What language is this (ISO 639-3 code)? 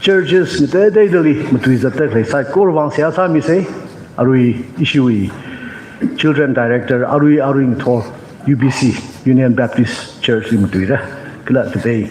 nmf